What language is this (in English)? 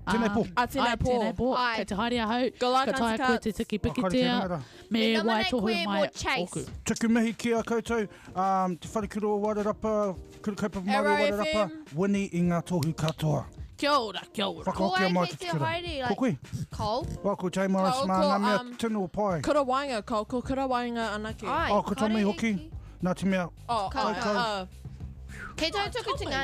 Māori